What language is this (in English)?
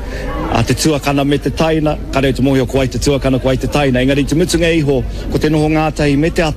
Māori